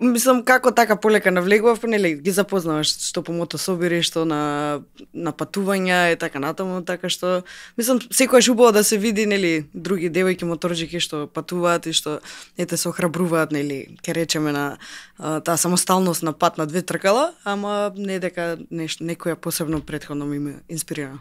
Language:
Macedonian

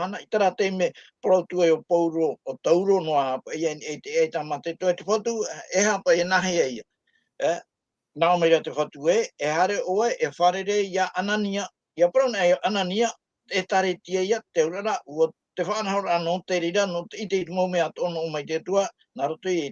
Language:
Tahitian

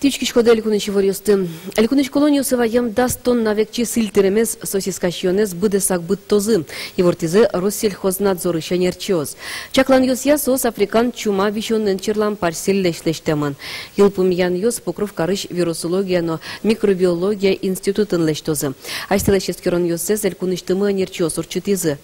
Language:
Udmurt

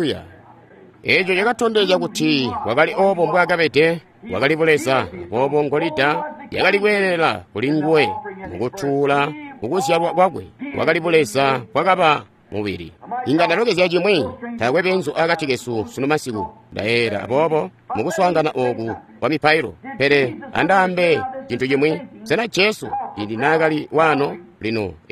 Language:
Tonga (Zambia)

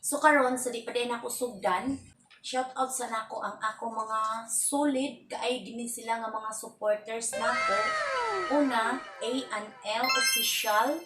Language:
Cebuano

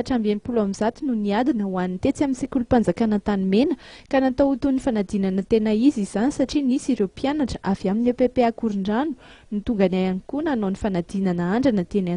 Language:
Malagasy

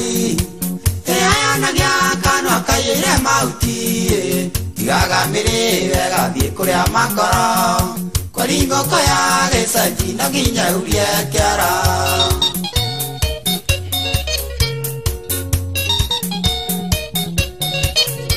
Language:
Kikuyu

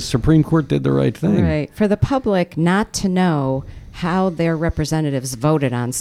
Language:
English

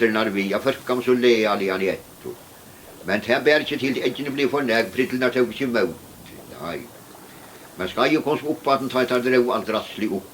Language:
Faroese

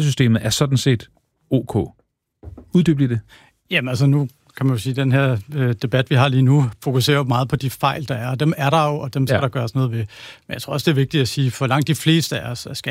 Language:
Danish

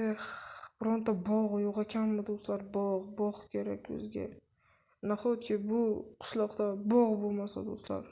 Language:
Uzbek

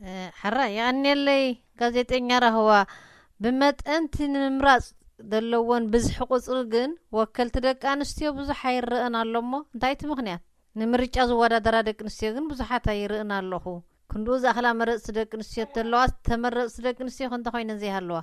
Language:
Tigrinya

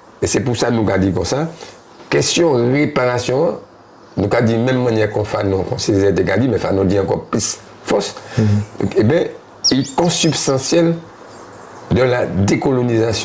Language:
Guadeloupean Creole French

